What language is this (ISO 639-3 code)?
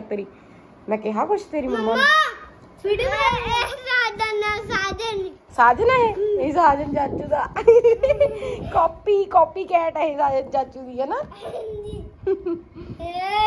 pan